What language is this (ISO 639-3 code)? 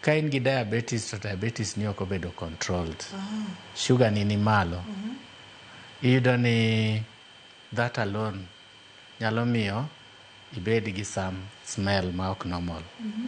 luo